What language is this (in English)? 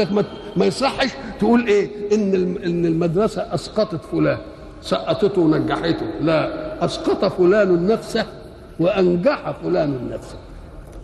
Egyptian Arabic